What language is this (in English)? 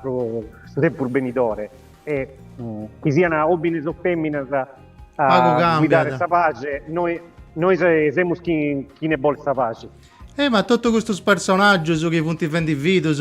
Sardinian